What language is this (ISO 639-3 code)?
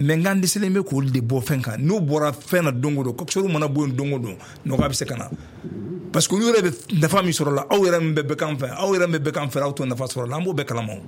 bam